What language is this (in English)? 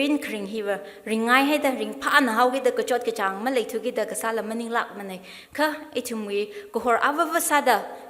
Tangkhul Naga (India)